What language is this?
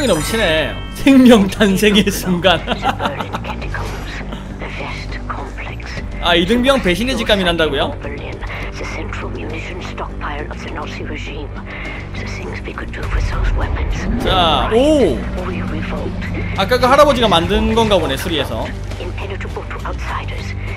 Korean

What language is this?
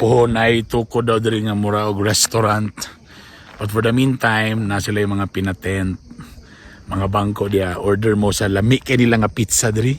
Cebuano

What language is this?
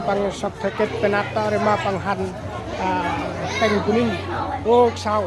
Central Mnong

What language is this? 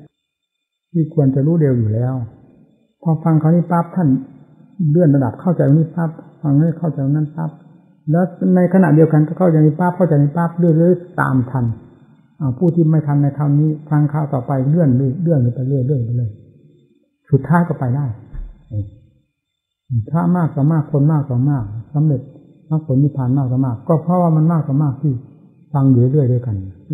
Thai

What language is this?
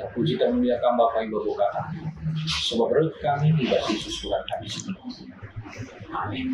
Batak Karo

